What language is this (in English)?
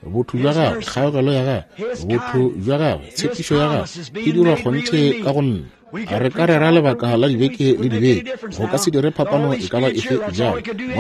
Northern Sotho